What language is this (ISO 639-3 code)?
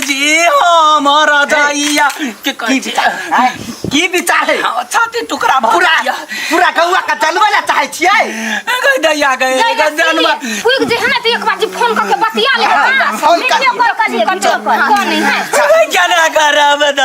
mai